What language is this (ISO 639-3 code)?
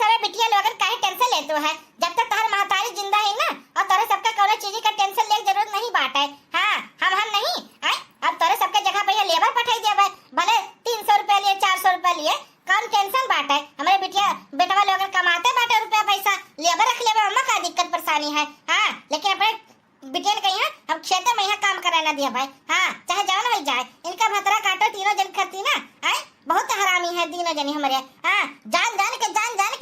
awa